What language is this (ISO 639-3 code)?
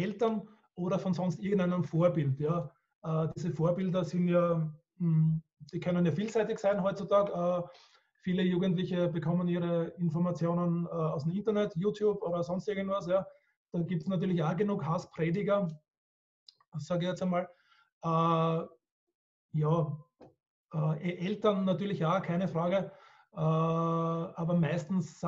deu